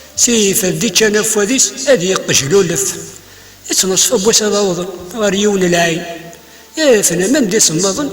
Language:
Kabyle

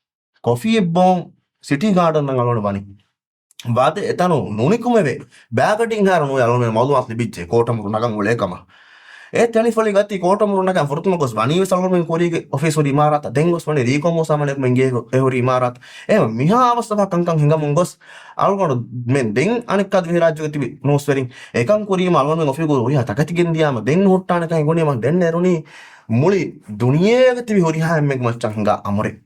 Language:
Divehi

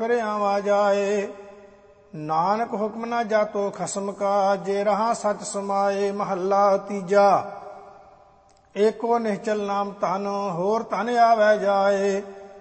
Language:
Punjabi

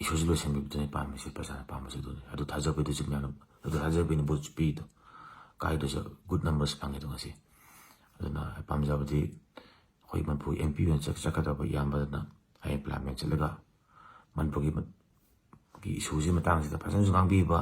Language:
Manipuri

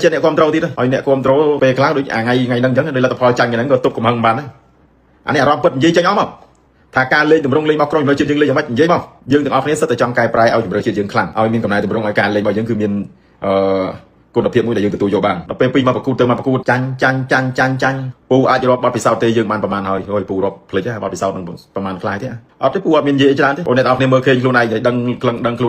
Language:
Khmer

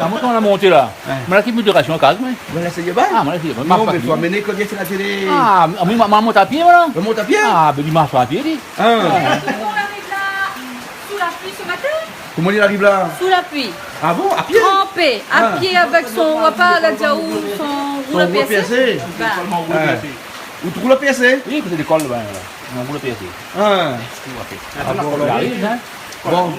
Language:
Réunion Creole French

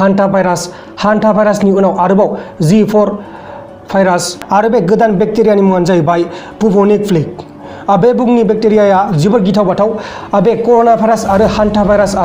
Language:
Bodo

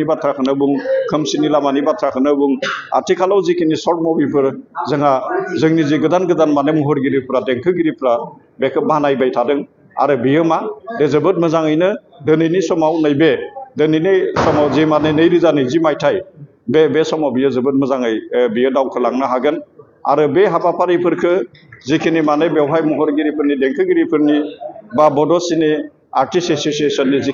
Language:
Bodo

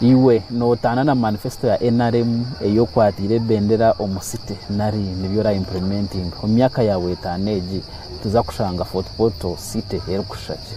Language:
Nyankole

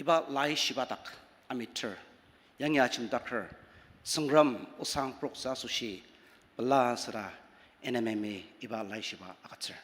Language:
Ao Naga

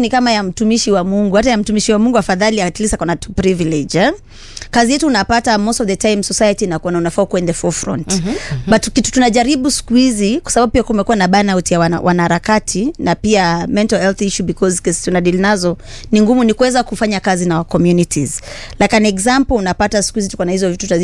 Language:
Swahili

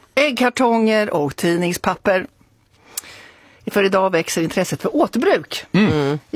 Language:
Swedish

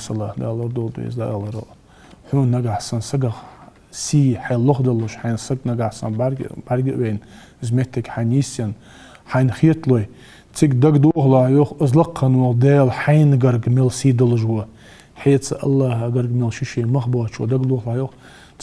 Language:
Ingush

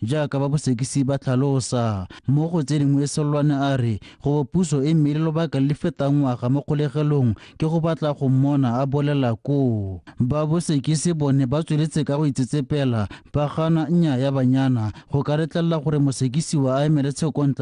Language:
Tswana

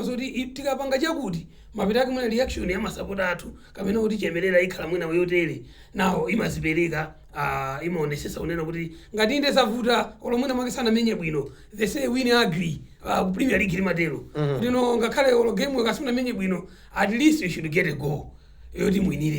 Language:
Nyanja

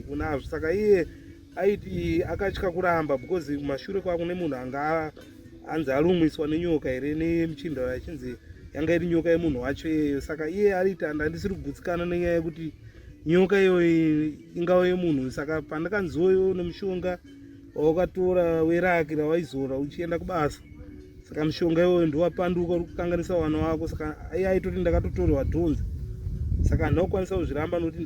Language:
Shona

